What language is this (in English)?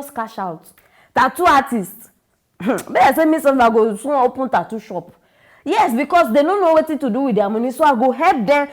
Nigerian Pidgin